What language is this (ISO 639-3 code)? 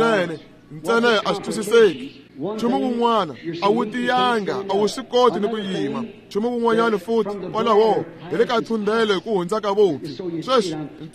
tso